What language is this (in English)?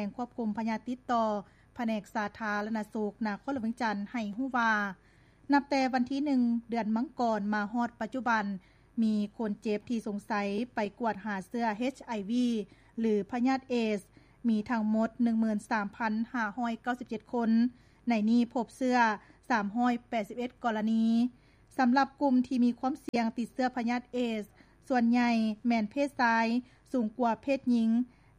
Lao